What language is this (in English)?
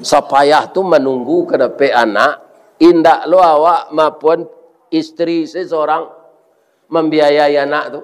Minangkabau